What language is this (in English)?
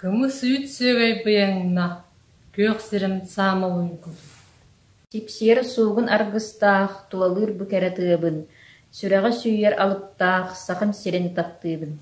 Yakut